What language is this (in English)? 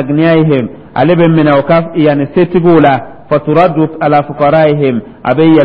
Dyula